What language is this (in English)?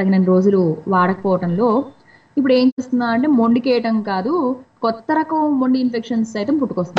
Telugu